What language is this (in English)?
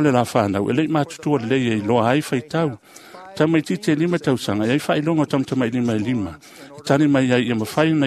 Samoan